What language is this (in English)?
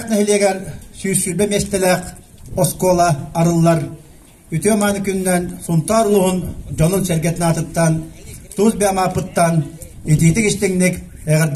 Yakut